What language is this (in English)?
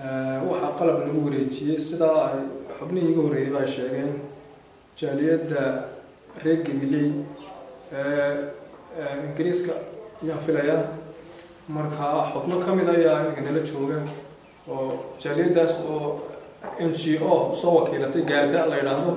Somali